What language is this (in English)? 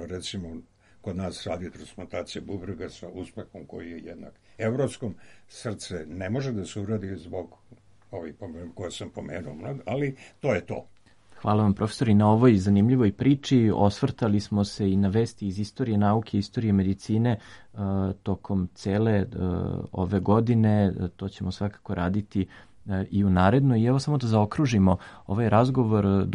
Serbian